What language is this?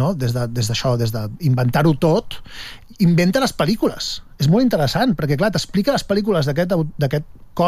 Catalan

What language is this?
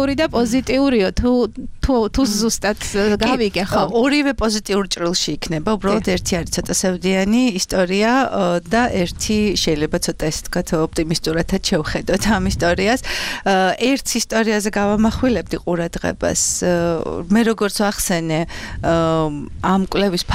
Georgian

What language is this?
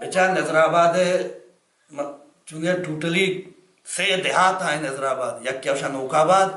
Baluchi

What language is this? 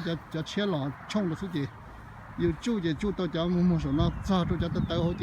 Hmong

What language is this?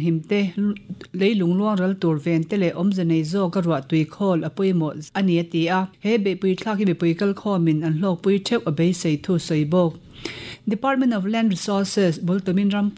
Mizo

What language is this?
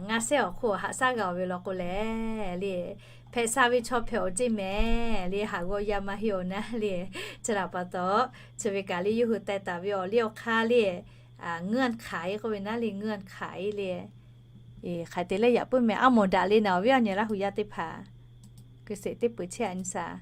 Lahu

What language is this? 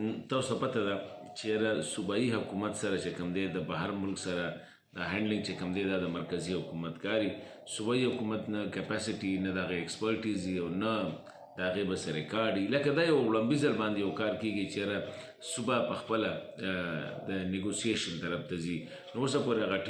Pashto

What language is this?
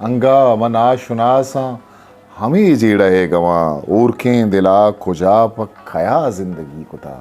Eastern Balochi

